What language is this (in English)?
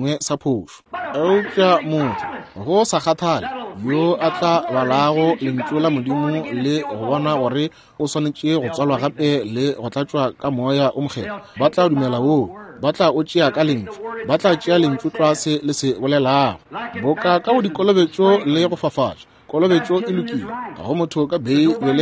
Northern Sotho